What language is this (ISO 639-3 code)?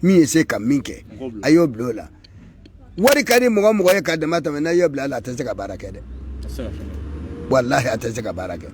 bam